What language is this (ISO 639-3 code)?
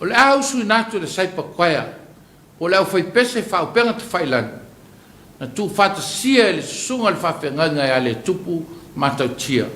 smo